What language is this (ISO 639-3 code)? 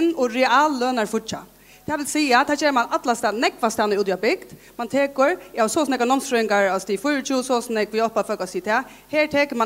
fao